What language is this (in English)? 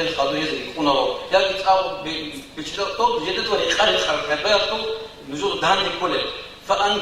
Avaric